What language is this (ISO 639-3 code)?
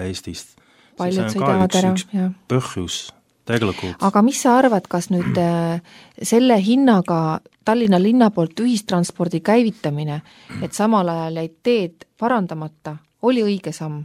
est